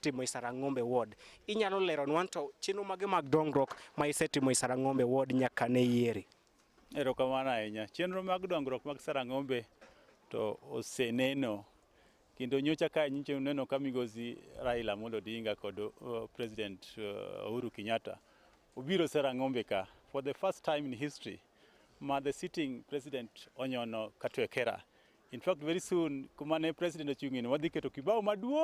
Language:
Luo (Kenya and Tanzania)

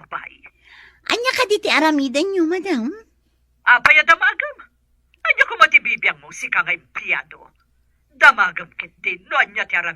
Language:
Iloko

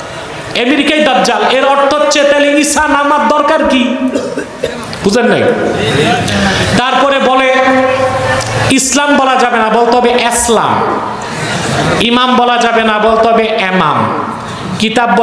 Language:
Bangla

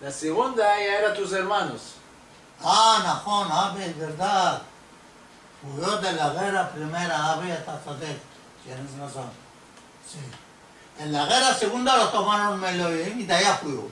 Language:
Ladino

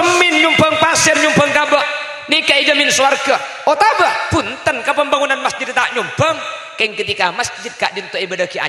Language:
Madurese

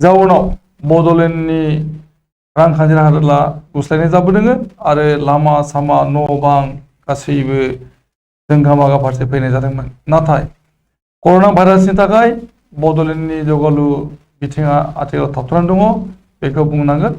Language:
Bodo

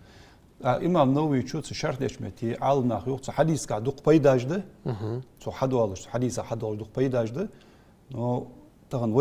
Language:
Ingush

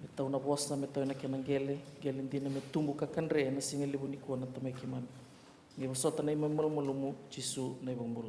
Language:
Fijian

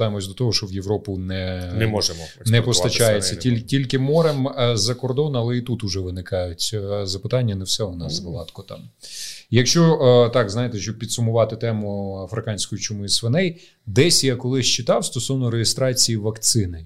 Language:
Ukrainian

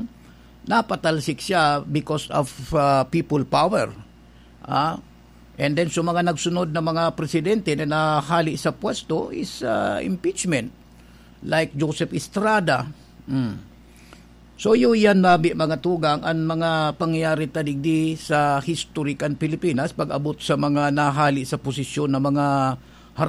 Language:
Bikol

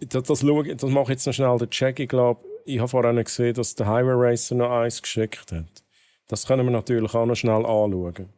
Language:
Swiss German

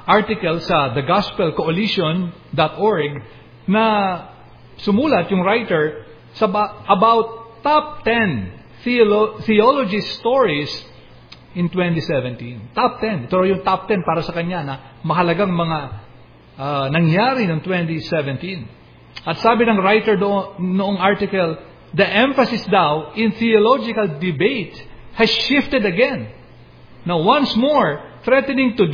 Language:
Filipino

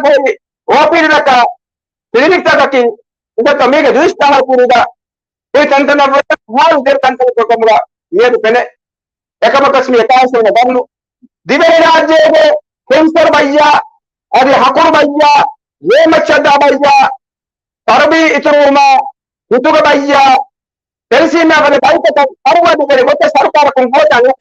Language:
Divehi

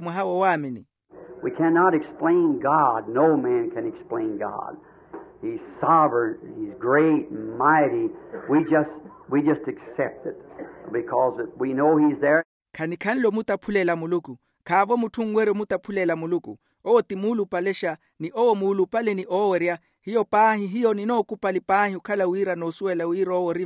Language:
Makhuwa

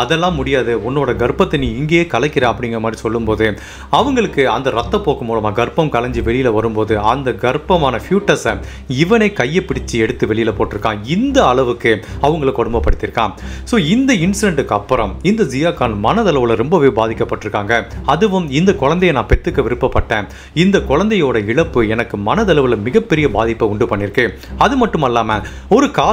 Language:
Tamil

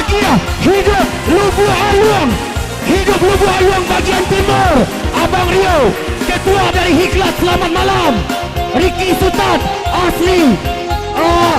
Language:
Minangkabau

